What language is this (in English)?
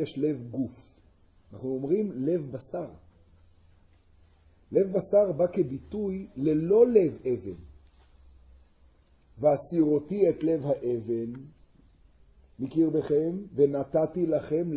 Hebrew